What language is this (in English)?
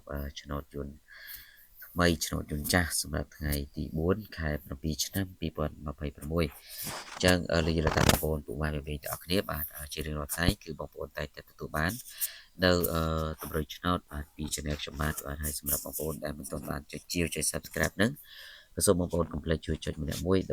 Khmer